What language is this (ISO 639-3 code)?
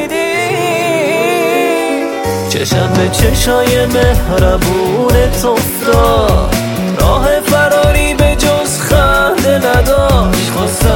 fas